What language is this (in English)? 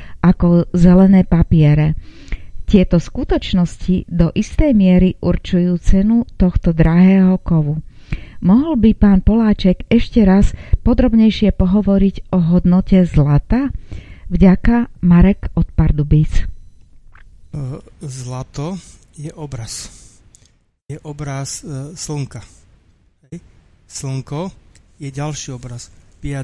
Slovak